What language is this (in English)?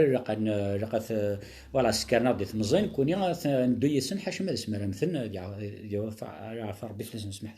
Kabyle